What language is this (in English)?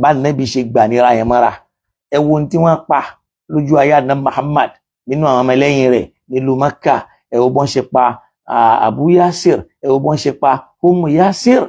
Yoruba